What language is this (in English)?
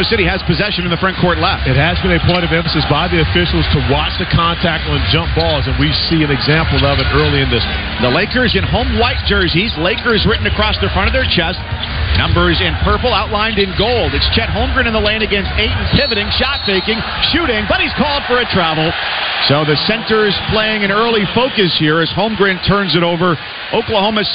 English